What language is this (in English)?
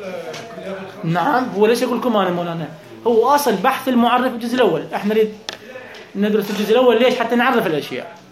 Mesopotamian Arabic